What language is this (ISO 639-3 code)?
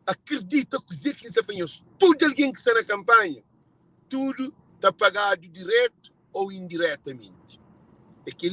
kea